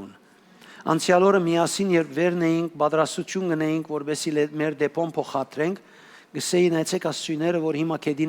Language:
Western Armenian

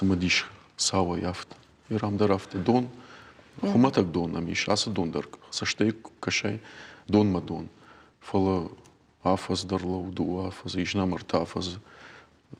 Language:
Ossetic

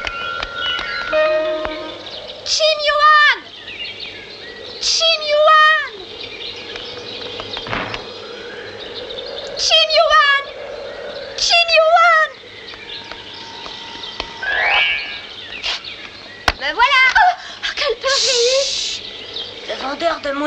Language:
French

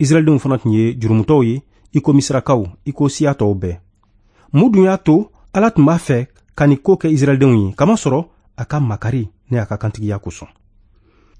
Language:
Bambara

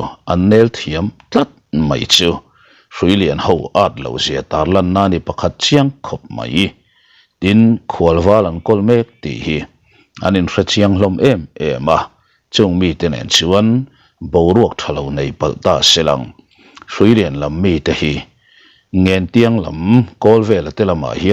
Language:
Mizo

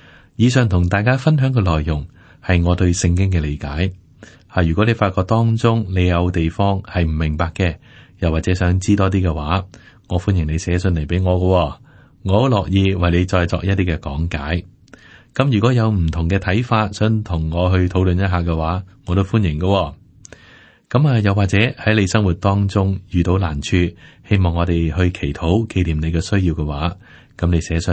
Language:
Cantonese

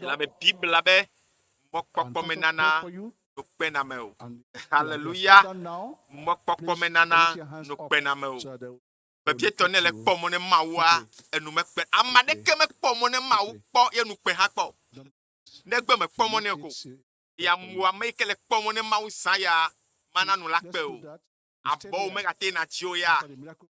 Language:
Ewe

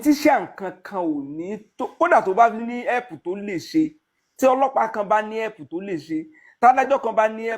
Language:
Yoruba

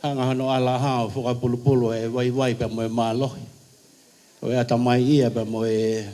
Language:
Tongan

